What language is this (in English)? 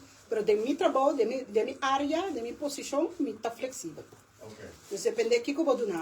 Papiamento